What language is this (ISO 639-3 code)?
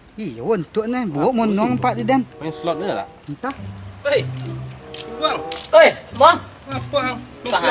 min